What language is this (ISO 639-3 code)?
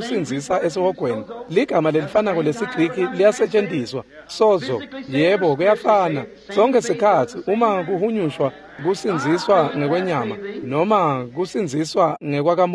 ssw